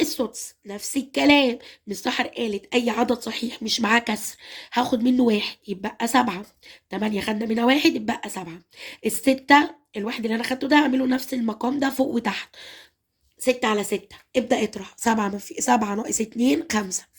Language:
Egyptian Arabic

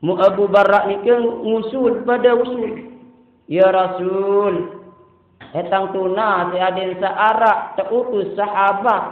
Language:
Sasak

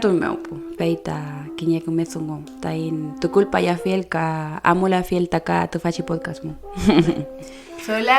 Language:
Mapuche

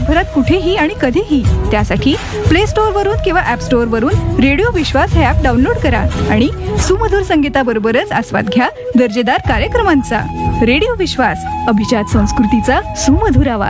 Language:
Marathi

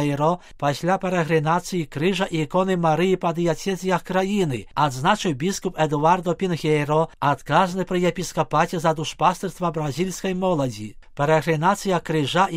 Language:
Belarusian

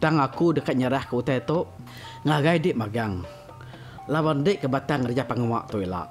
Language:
Iban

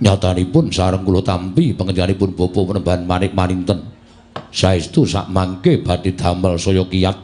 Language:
Javanese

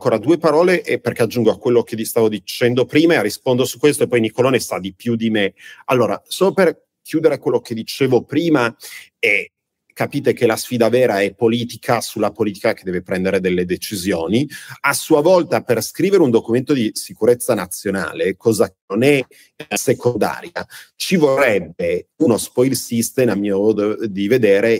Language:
Italian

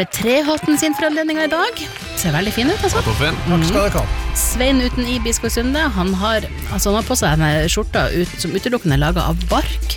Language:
Norwegian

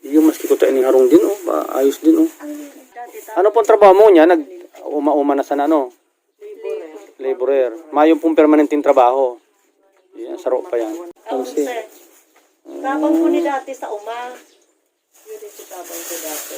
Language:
Bikol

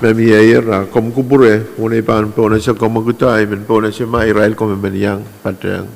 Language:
Pohnpeian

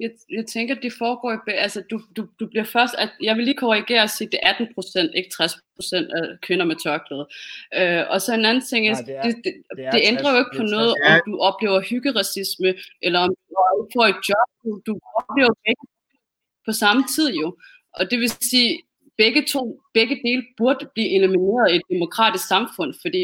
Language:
Danish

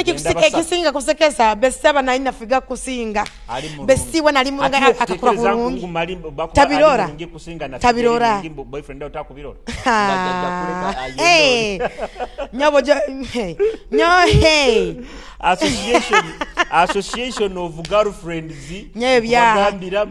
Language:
Nyoro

